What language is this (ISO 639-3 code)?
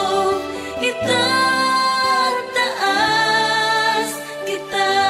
fil